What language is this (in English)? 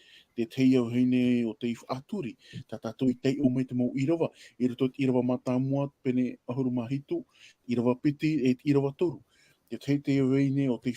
Tahitian